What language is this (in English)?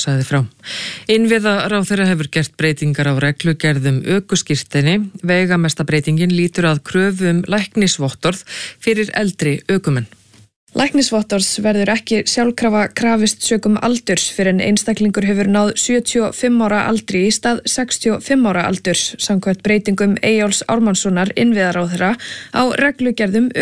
Icelandic